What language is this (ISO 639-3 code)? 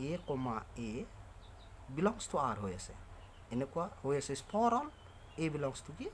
asm